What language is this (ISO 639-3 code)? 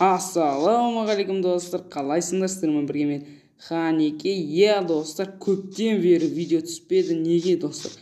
kaz